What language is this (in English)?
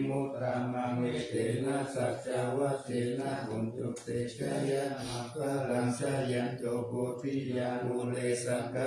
Pali